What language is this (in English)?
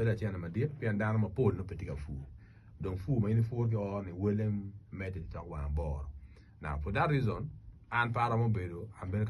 Acoli